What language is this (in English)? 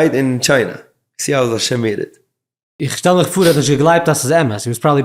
Yiddish